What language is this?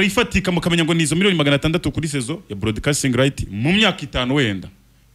Kinyarwanda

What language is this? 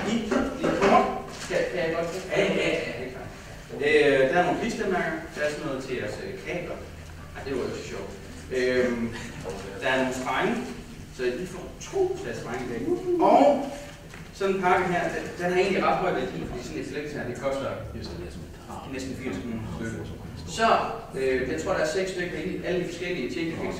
Danish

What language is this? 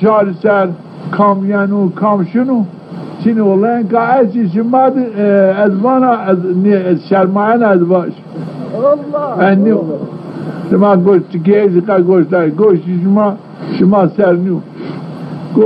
Zaza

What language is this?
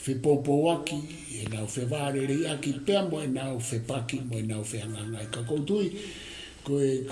Tongan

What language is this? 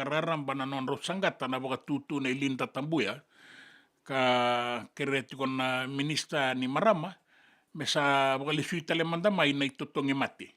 Fijian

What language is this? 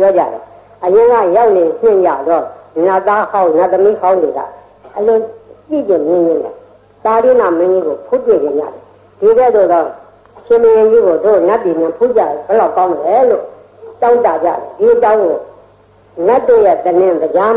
Burmese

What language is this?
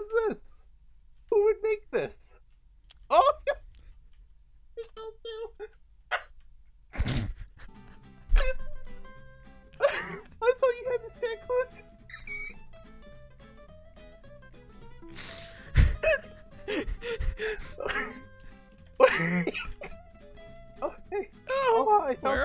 English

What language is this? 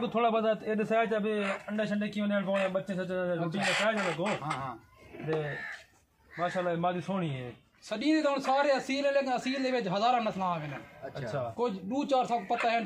Saraiki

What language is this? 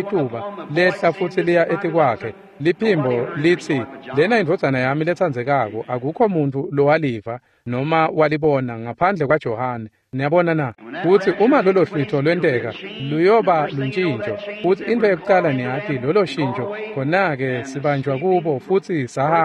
Swati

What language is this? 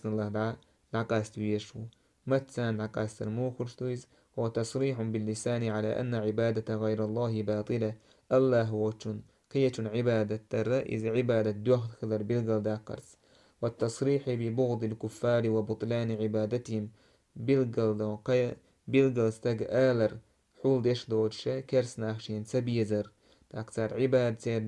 Chechen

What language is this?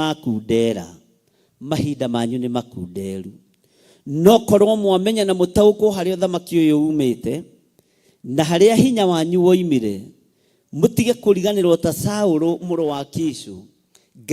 Kikuyu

